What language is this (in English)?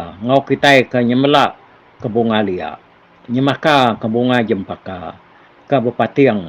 Iban